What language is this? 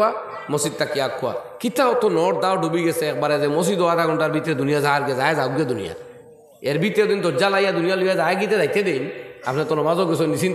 Sylheti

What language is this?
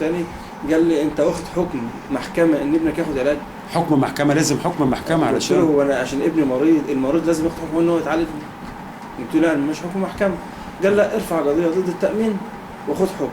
Egyptian Arabic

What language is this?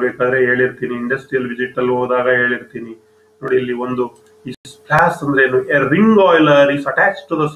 Kannada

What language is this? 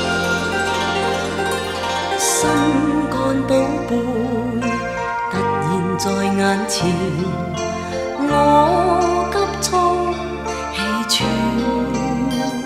Chinese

